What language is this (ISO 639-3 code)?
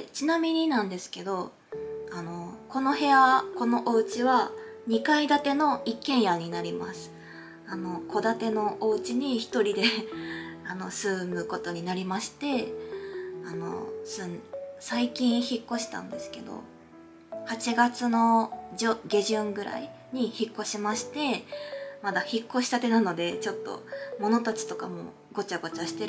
jpn